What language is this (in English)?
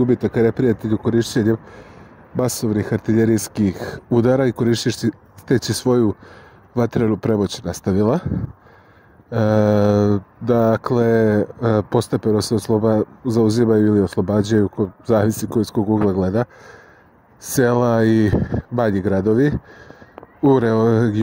Serbian